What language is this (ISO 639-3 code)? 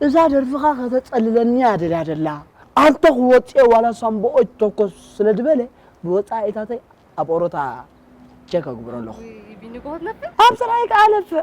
tir